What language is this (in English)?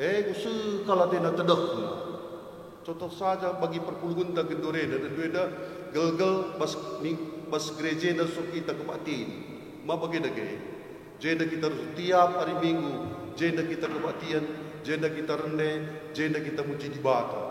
Batak Karo